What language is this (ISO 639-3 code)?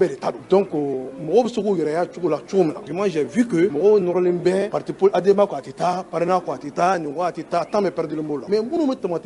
bam